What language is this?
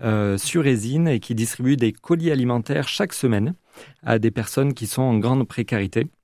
French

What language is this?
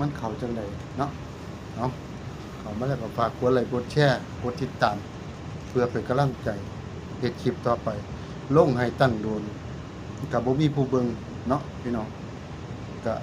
Northeastern Thai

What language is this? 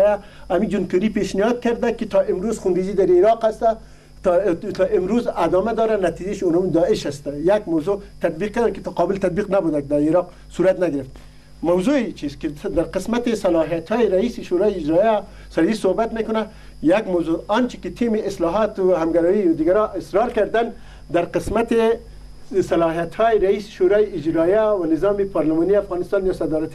Persian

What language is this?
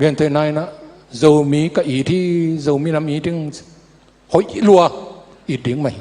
Tedim Chin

